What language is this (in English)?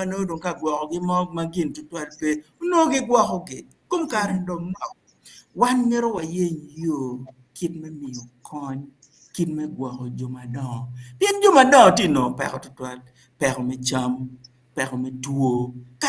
Acoli